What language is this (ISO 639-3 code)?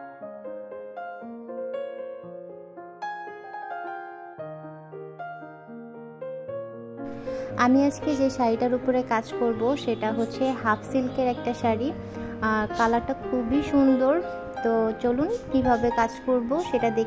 ben